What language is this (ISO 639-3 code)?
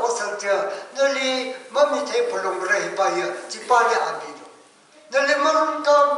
nmf